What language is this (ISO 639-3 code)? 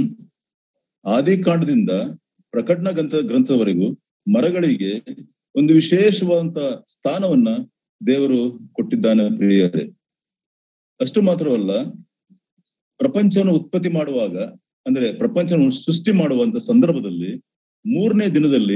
kan